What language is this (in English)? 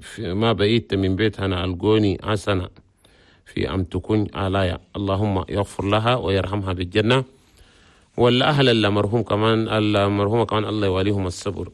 Chadian Arabic